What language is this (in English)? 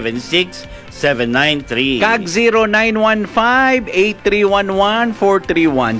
Hiligaynon